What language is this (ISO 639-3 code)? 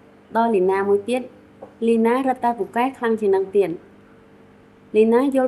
khm